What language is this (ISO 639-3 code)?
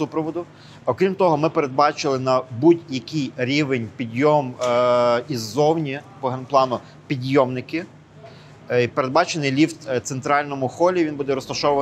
ukr